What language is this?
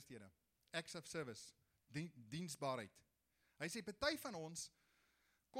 Afrikaans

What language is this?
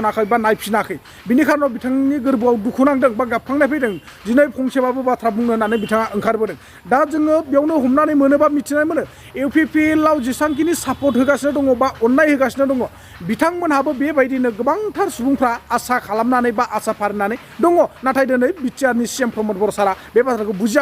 Bodo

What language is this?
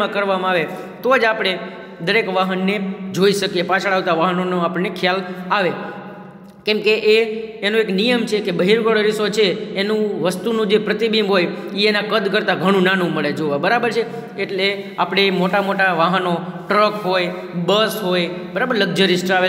Gujarati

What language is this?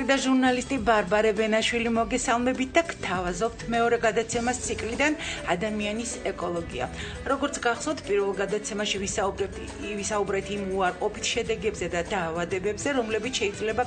Georgian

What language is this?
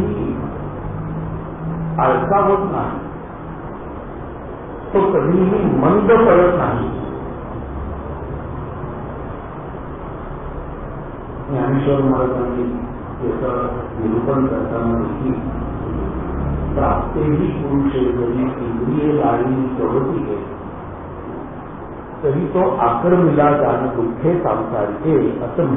Marathi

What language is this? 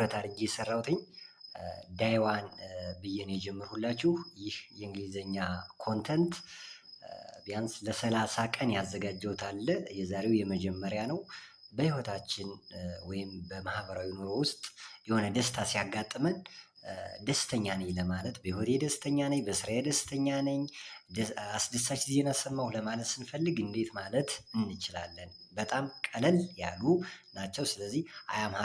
Amharic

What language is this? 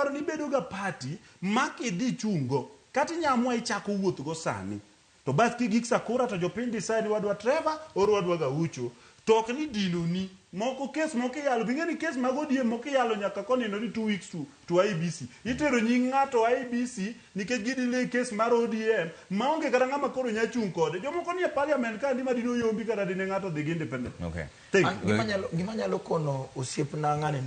Luo (Kenya and Tanzania)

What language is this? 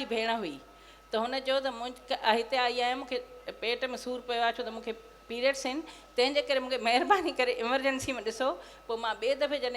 Sindhi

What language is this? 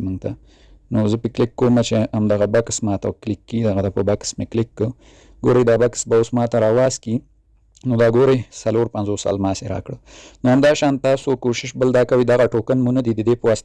Pashto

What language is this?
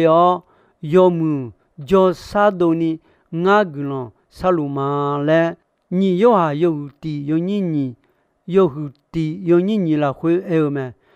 Akha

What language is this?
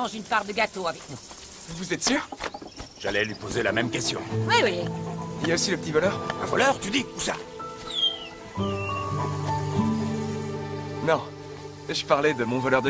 French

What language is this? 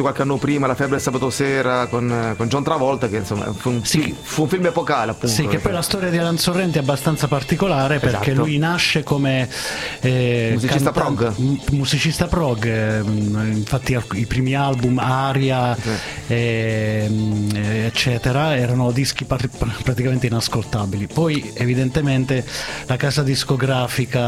Italian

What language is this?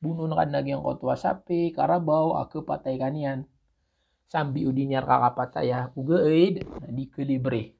Maranao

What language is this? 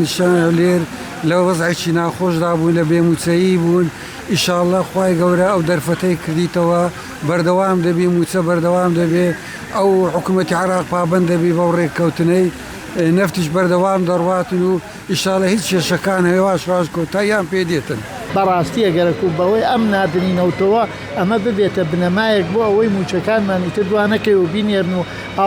Central Kurdish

